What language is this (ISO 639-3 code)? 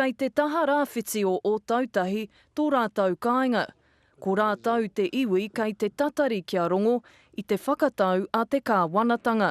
mri